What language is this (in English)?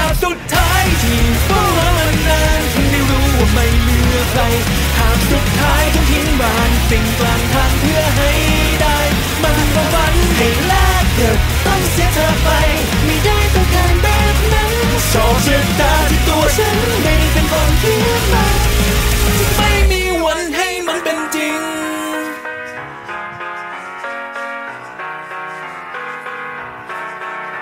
Thai